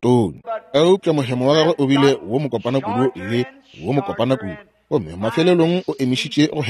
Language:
Northern Sotho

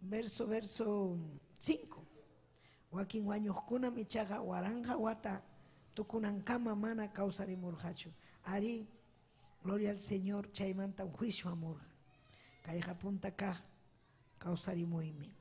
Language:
Ayacucho Quechua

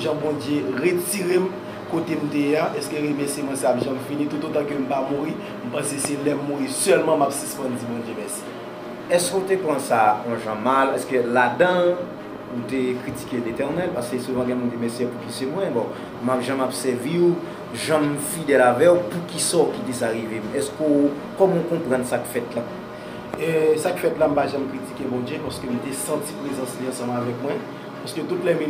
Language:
Haitian Creole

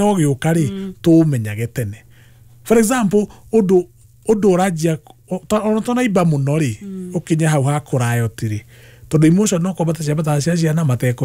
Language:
Kikuyu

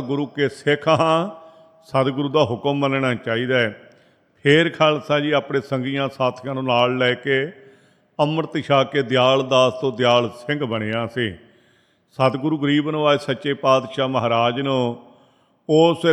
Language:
Punjabi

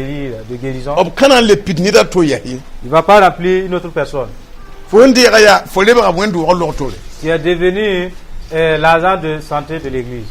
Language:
Mossi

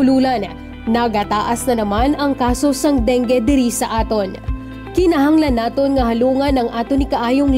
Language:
Hiligaynon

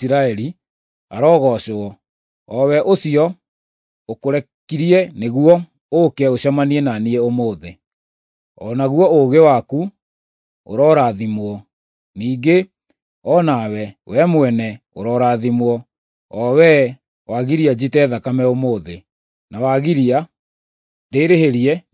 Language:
Kikuyu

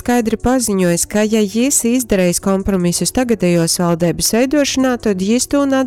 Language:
Latgalian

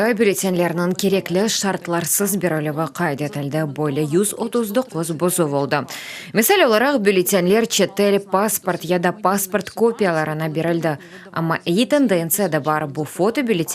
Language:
Crimean Tatar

